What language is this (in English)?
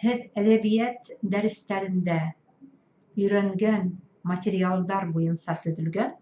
Bashkir